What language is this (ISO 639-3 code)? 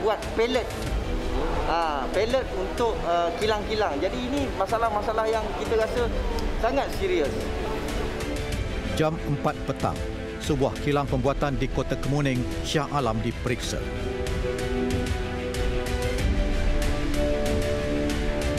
msa